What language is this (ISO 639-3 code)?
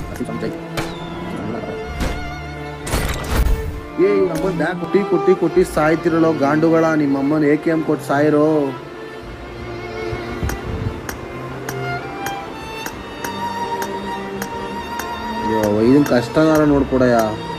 kan